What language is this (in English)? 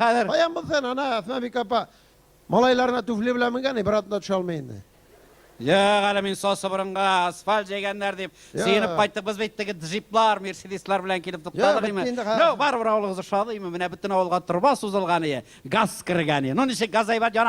Tatar